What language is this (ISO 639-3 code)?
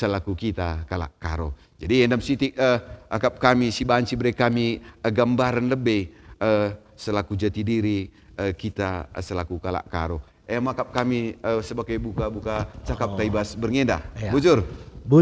btx